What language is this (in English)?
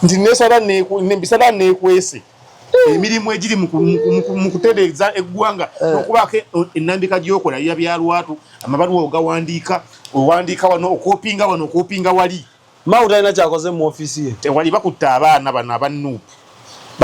Ganda